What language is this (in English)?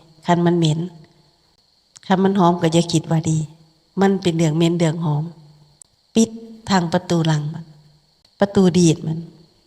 Lao